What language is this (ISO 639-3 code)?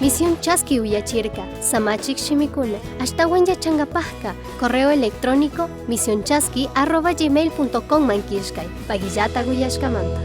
qug